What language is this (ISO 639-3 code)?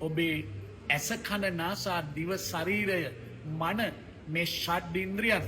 sin